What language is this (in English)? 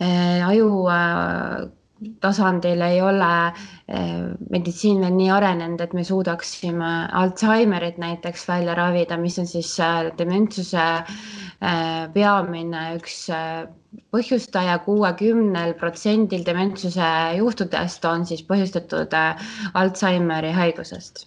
Estonian